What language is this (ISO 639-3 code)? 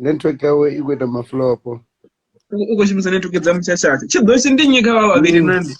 ven